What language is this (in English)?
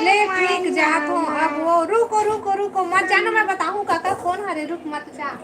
Chhattisgarhi